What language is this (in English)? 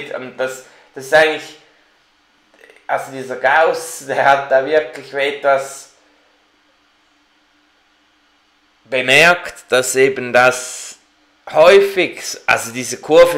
German